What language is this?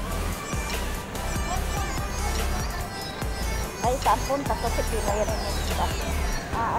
Filipino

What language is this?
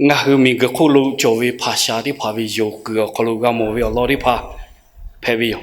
Lahu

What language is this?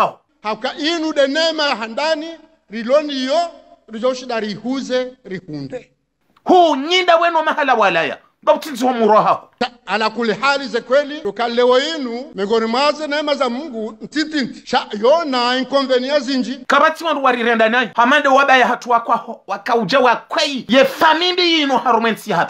Ngazidja Comorian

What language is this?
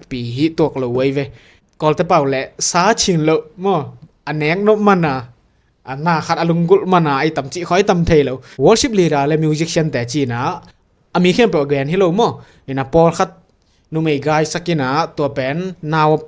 Tedim Chin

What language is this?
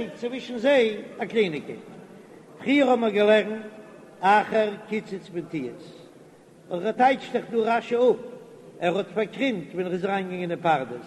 Yiddish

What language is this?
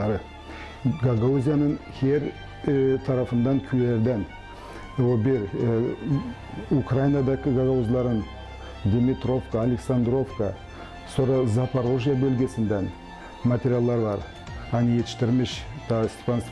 Gagauz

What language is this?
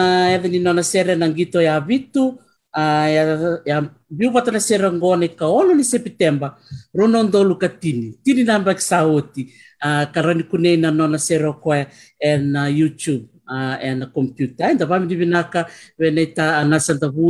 Fijian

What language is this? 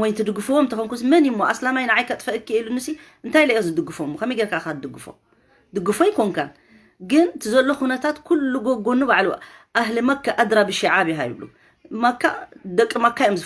Tigrinya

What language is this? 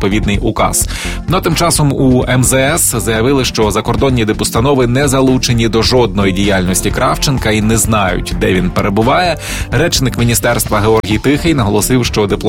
Ukrainian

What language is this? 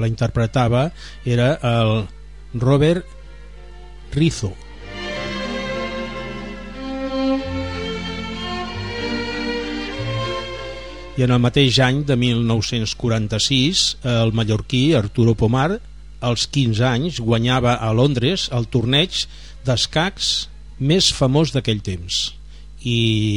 Catalan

